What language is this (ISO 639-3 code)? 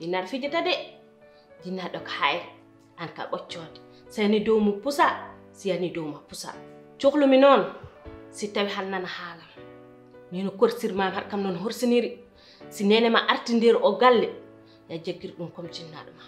ful